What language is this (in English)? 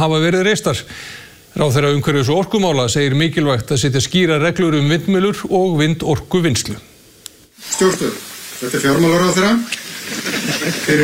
Icelandic